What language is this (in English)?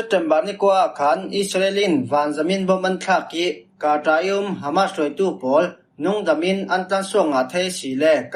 Falam Chin